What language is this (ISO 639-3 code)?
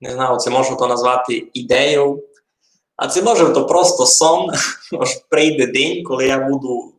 rue